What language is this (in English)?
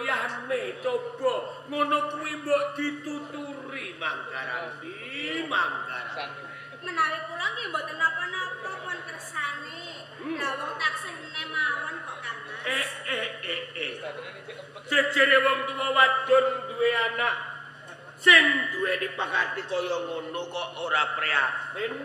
Javanese